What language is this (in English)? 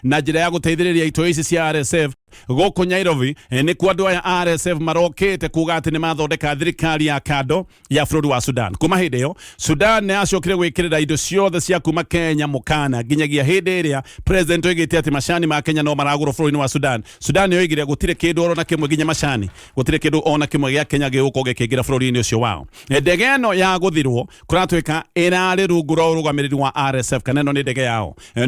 Kikuyu